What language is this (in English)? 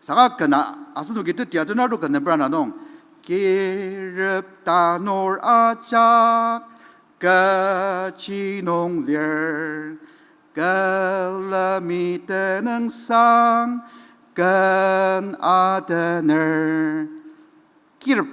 Ao Naga